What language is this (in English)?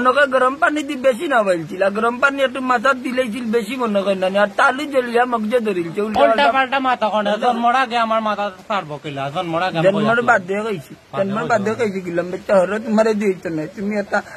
Sylheti